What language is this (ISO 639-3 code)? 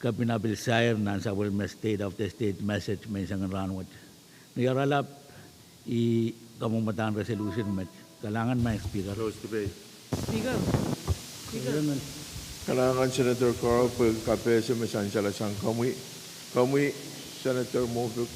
pon